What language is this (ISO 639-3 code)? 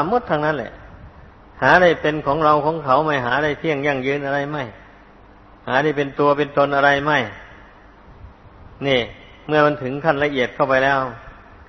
tha